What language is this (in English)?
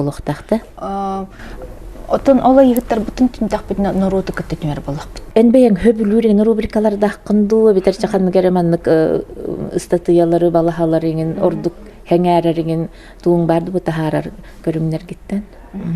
Yakut